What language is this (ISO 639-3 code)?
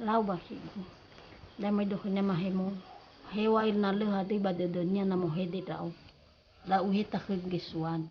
nia